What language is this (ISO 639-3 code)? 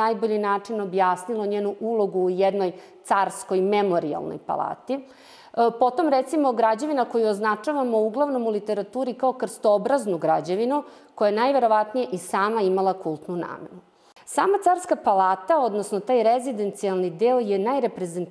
srp